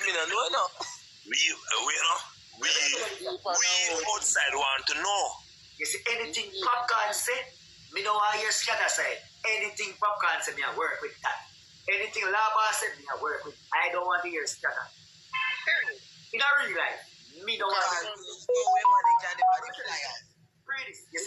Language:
Jamaican Creole English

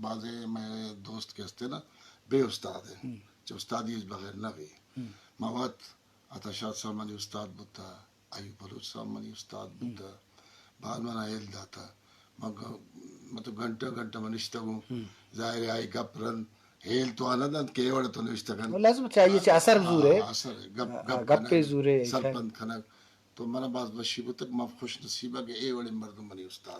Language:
Eastern Balochi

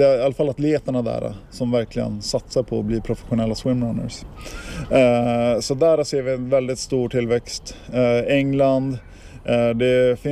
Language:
Swedish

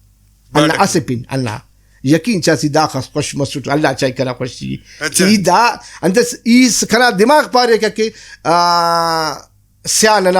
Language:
Brahui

